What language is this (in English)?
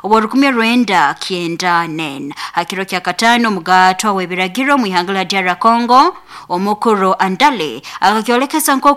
Nyoro